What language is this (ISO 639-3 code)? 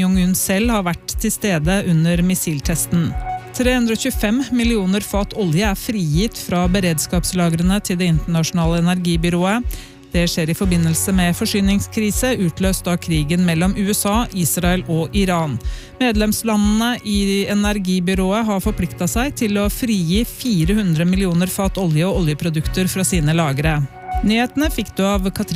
nor